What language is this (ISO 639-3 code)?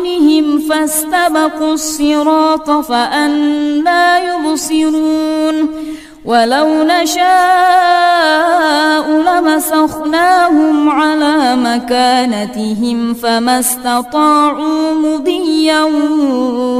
ara